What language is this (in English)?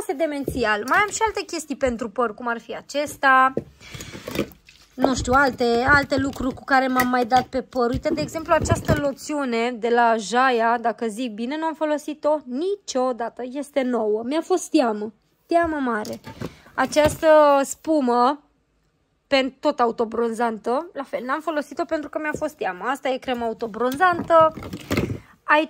Romanian